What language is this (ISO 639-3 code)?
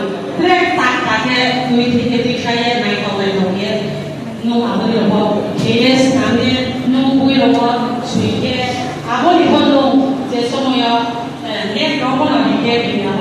ria